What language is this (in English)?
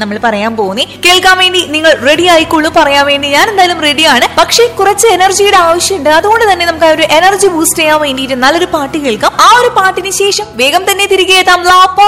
Malayalam